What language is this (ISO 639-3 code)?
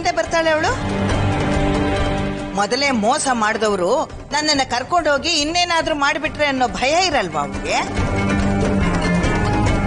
kan